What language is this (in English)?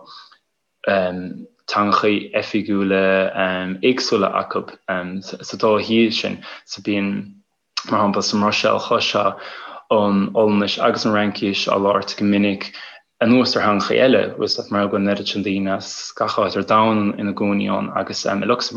Irish